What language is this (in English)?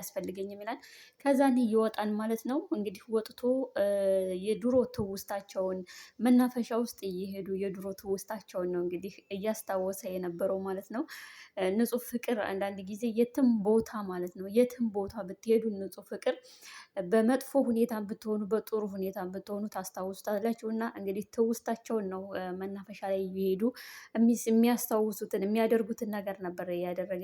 Amharic